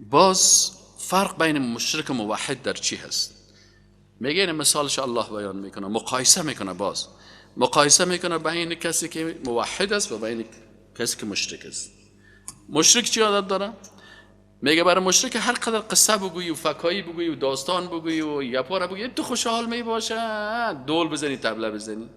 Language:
Persian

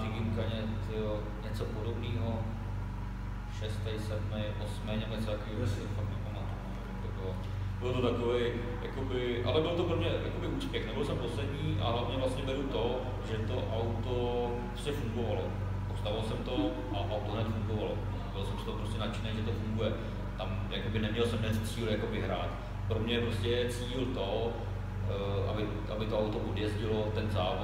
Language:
Czech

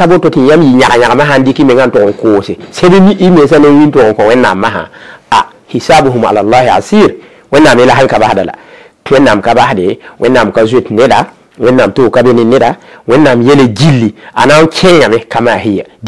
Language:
Mossi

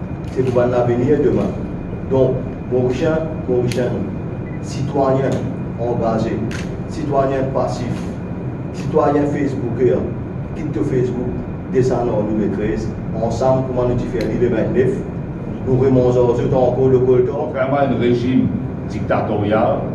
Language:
Morisyen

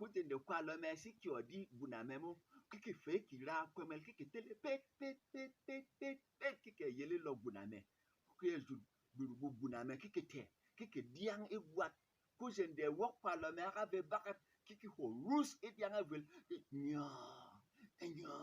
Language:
Berom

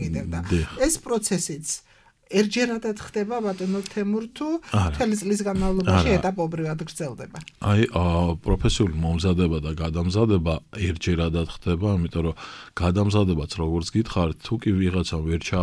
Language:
Georgian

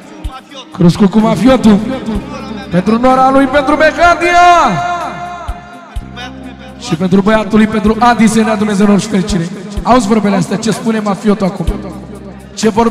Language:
Romanian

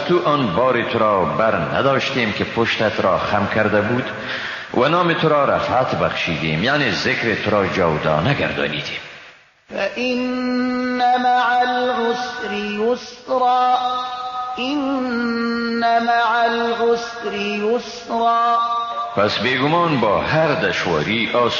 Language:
Persian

